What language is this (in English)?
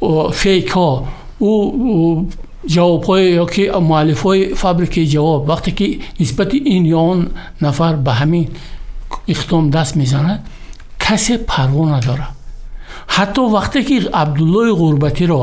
Tajik